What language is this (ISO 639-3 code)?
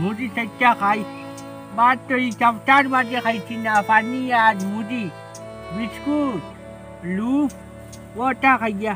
syl